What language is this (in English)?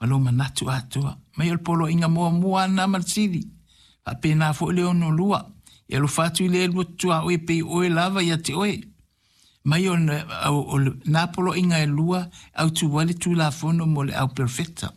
Samoan